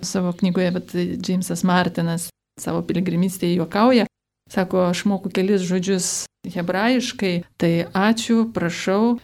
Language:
Lithuanian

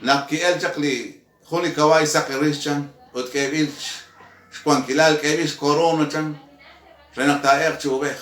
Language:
Kekchí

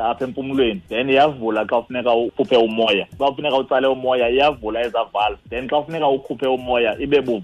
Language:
Xhosa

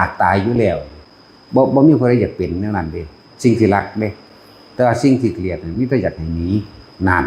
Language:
Northeastern Thai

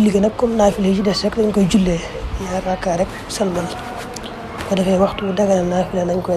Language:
Wolof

